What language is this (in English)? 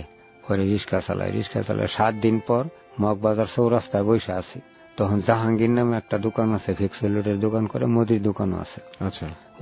Bangla